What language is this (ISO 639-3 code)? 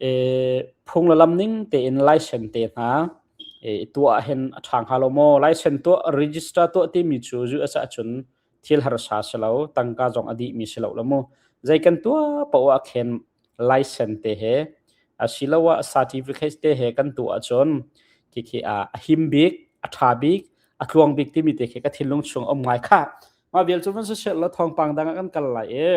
cnh